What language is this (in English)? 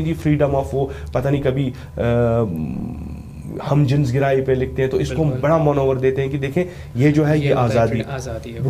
Urdu